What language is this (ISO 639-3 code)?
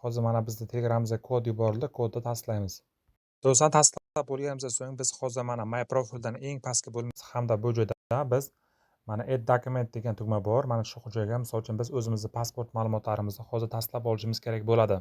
uzb